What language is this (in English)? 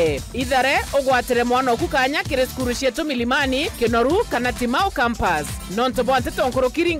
Meru